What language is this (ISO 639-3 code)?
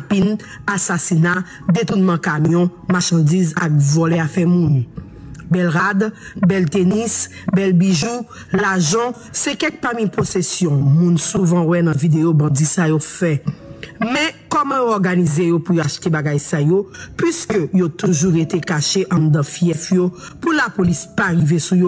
hat